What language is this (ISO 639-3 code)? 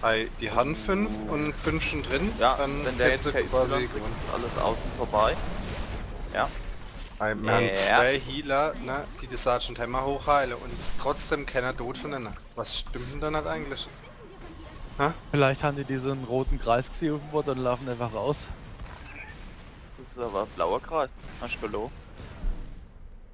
deu